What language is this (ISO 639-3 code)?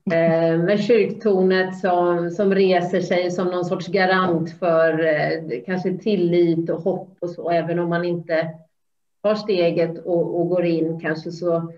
swe